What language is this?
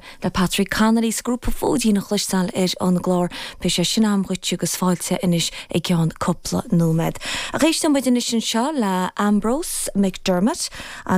Irish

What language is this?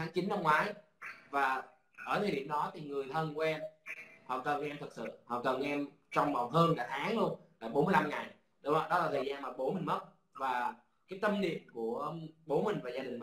Vietnamese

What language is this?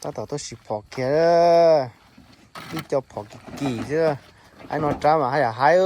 Hmong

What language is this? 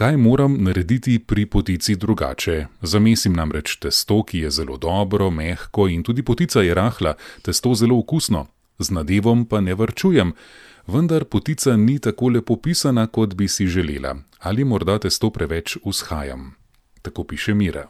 Slovenian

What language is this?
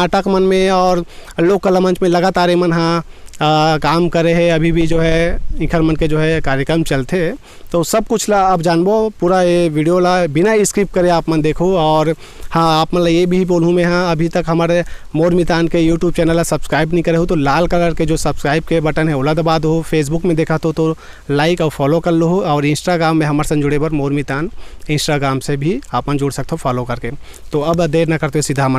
Chhattisgarhi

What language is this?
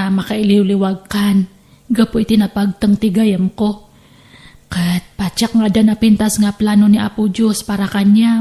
Iloko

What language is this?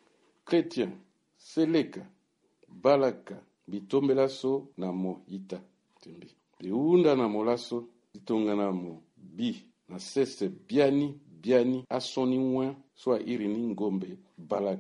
Sango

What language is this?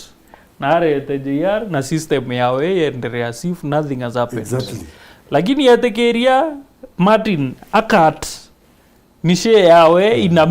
Meru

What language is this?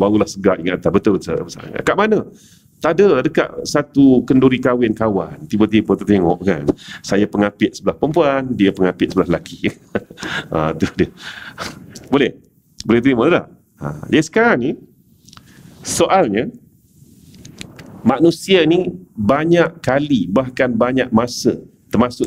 Malay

